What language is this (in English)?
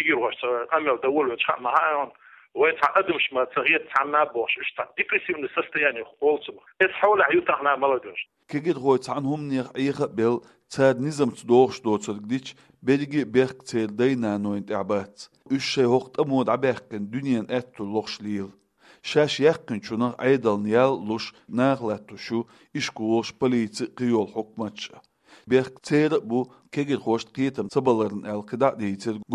Chechen